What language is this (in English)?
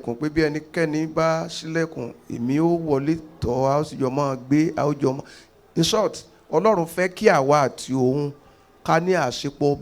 Yoruba